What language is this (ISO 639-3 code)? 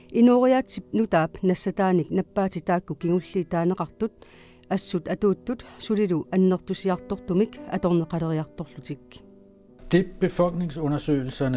kal